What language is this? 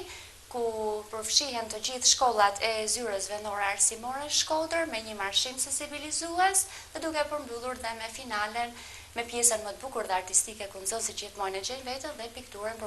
Albanian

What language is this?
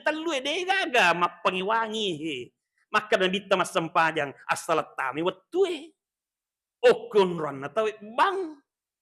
Buginese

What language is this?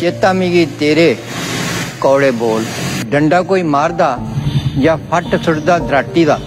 Dogri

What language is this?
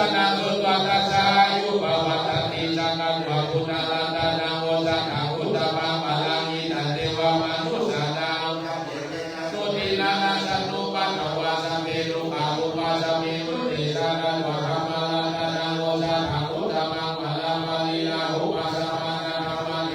Pali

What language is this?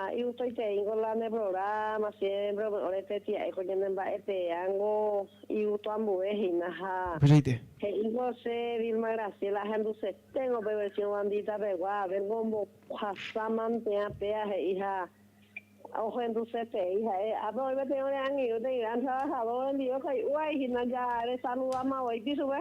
Guarani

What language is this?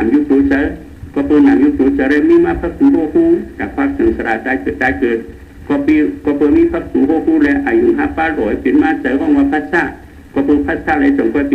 Shan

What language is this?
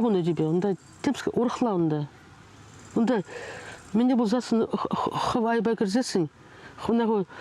Chuvash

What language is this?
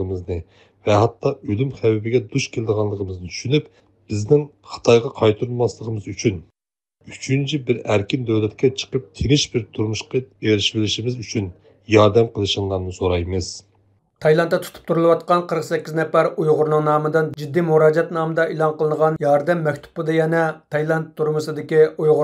Uyghur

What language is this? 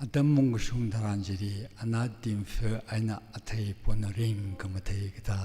Tangkhul Naga (India)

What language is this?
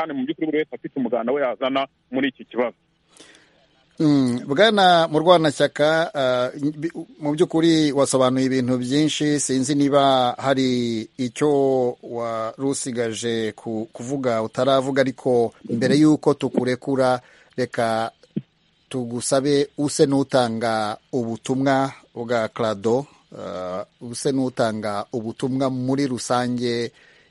Kinyarwanda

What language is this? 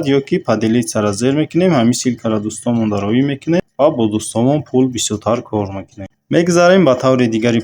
Tajik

